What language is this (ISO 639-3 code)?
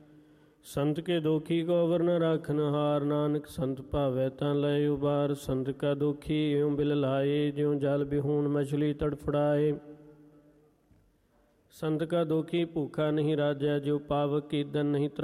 pan